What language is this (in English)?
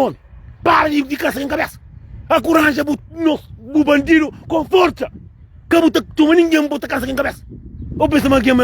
Kabuverdianu